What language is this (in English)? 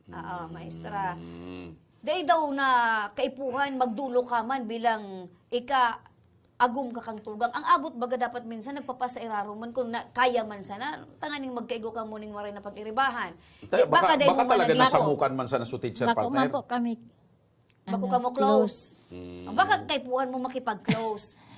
Bikol